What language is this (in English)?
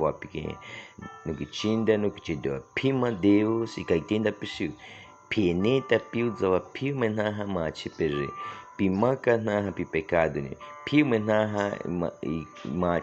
Baniwa